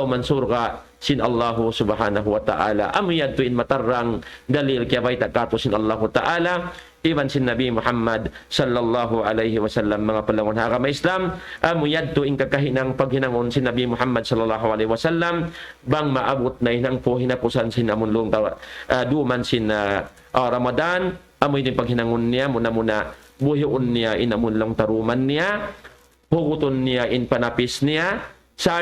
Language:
Tausug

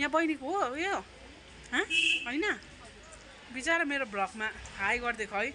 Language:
Nepali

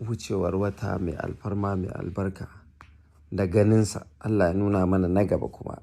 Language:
Hausa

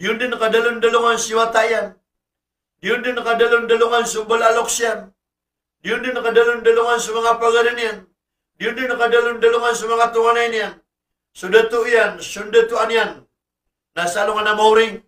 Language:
Maranao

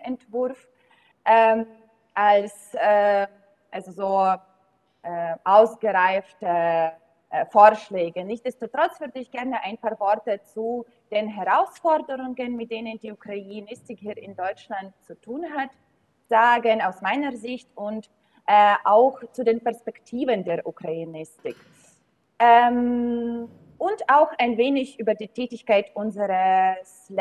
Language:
German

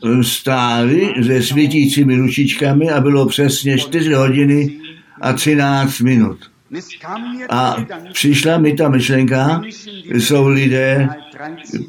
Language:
Czech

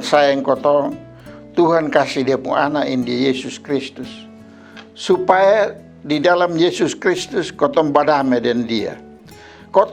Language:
Kupang Malay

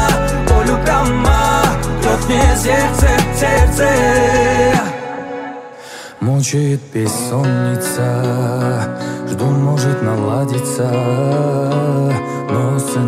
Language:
Kazakh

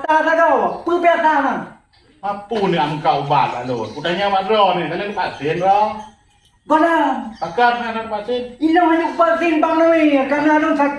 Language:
Achinese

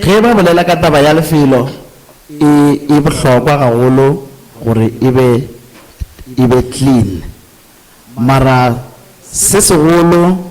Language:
Northern Sotho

